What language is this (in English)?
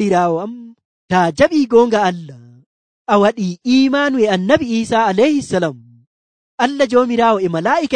Nigerian Fulfulde